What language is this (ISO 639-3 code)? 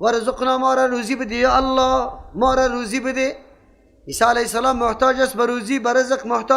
fas